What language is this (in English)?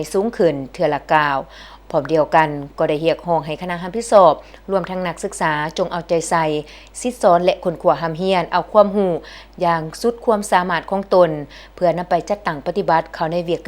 Lao